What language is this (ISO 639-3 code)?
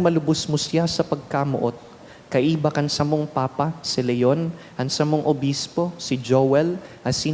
bik